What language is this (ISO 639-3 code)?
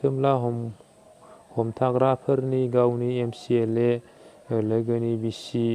brx